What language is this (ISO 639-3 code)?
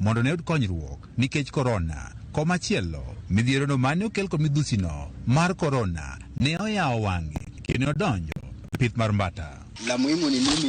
luo